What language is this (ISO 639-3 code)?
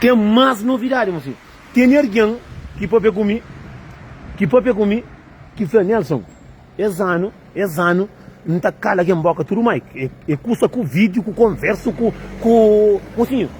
kea